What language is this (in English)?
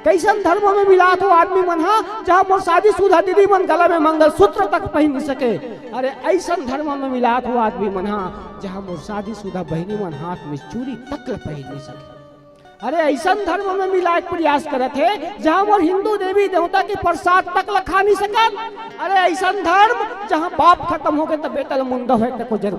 Chhattisgarhi